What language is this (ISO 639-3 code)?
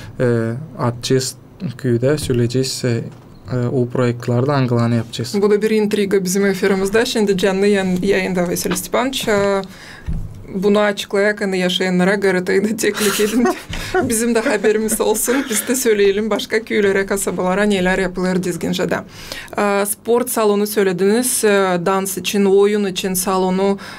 gag